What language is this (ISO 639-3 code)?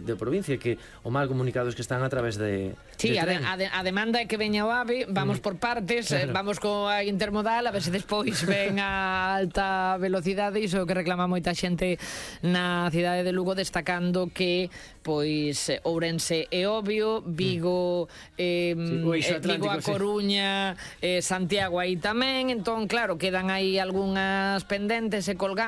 glg